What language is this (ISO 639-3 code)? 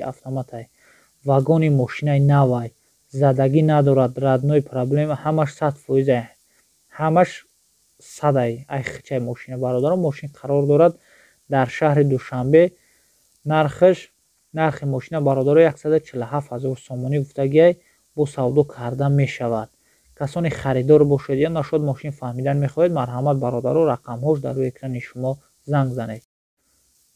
tgk